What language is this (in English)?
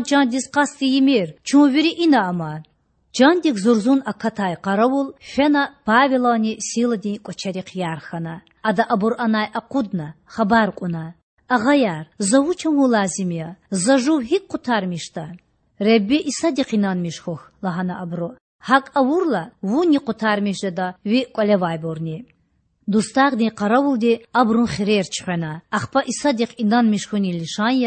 Lezghian